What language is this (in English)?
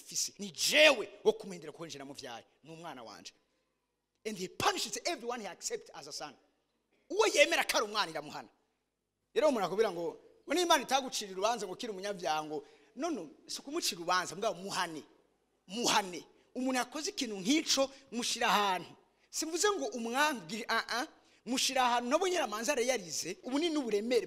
Rundi